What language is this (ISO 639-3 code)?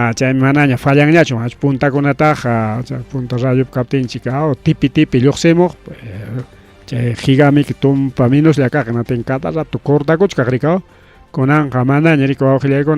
quy